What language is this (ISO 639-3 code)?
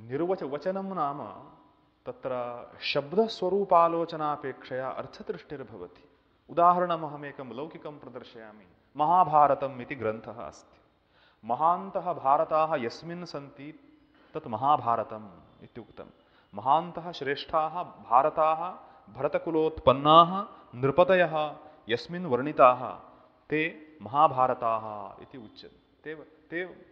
san